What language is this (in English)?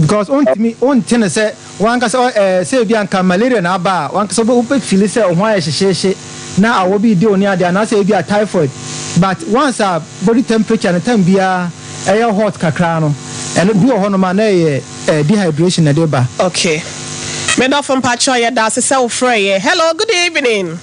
Akan